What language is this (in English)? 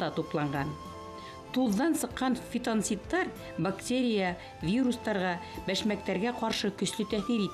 Bashkir